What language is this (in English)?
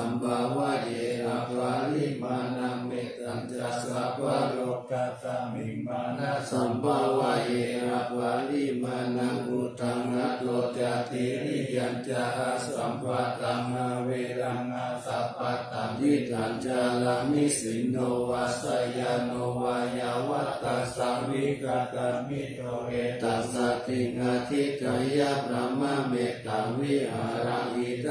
Pali